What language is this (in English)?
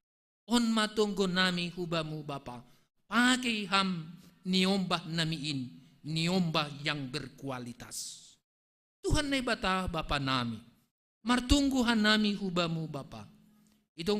Batak Simalungun